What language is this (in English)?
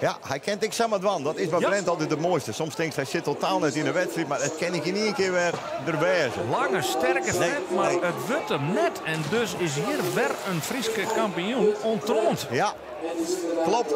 Western Frisian